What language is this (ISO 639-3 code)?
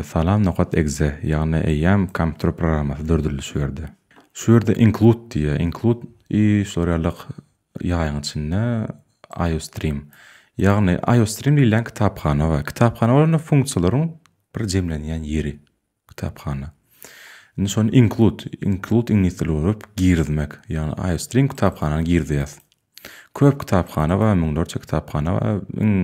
tuk